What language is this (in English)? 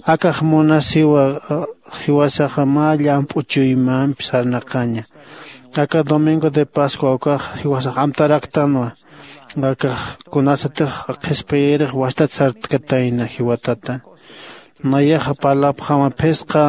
Aymara